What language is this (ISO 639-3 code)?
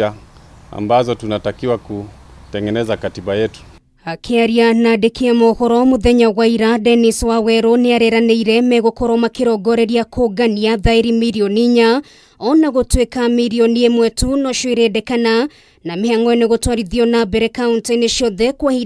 kik